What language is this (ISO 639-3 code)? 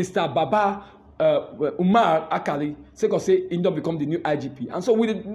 pcm